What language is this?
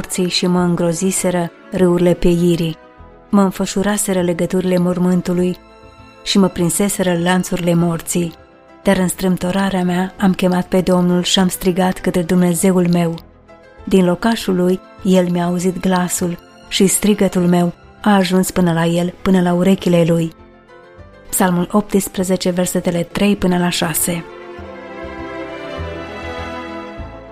Romanian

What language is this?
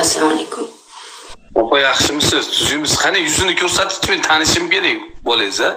Uzbek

